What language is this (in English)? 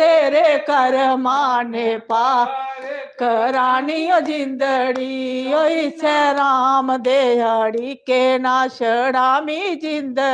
Dogri